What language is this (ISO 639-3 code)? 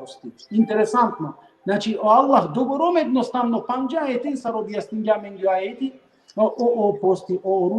rmn